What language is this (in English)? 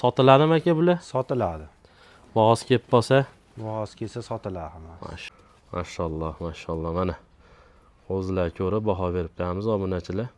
Uzbek